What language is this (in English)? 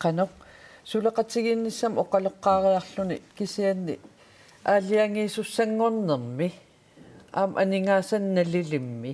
Kalaallisut